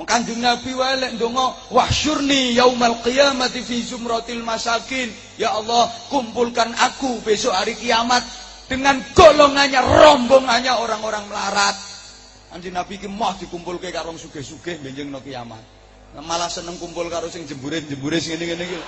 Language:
Javanese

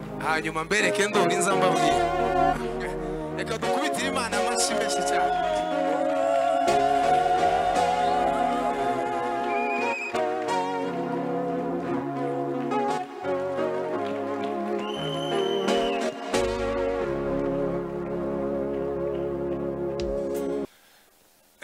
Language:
Kinyarwanda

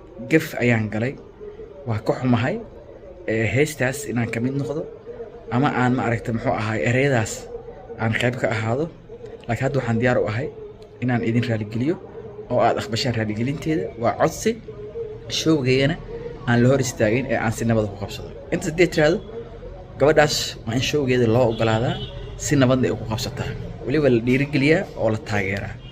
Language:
Somali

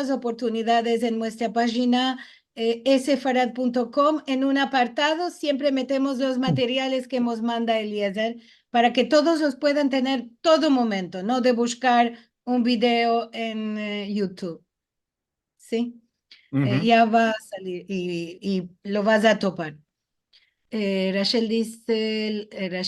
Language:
Ladino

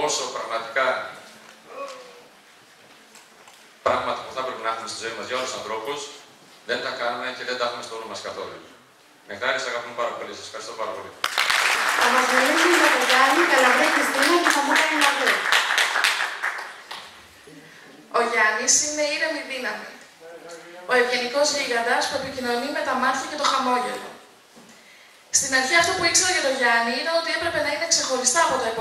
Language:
Greek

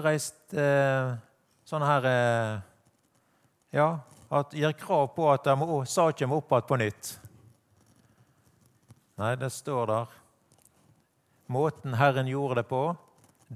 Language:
Norwegian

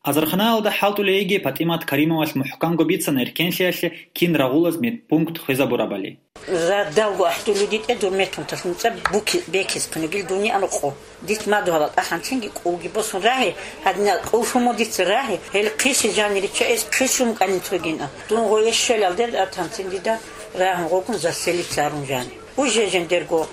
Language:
Avaric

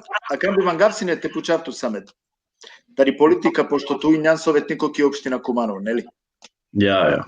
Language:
Balkan Romani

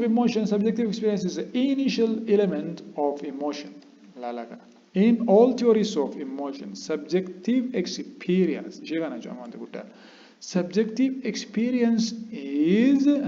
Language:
Oromo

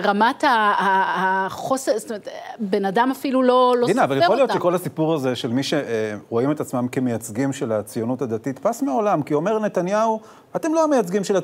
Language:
Hebrew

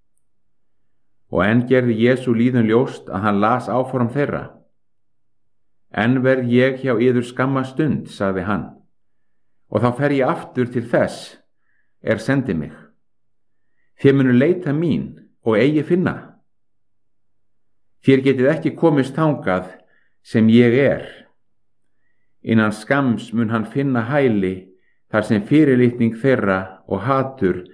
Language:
Icelandic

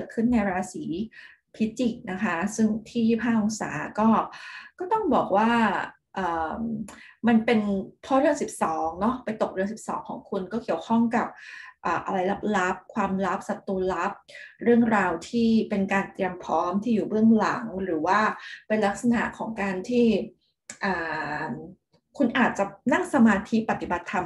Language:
Thai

